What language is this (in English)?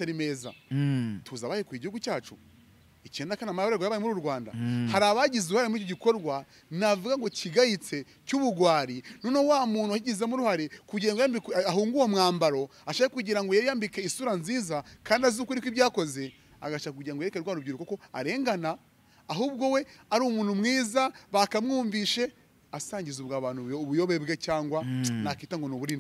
Kinyarwanda